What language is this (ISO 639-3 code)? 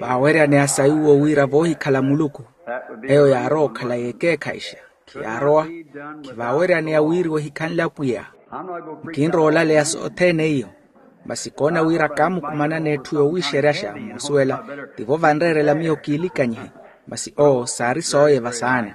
vmw